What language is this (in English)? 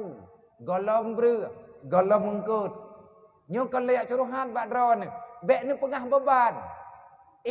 Achinese